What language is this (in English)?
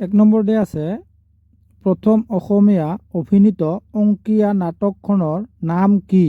Assamese